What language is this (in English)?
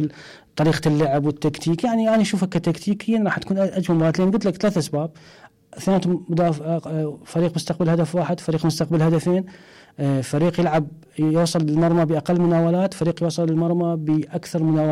Mesopotamian Arabic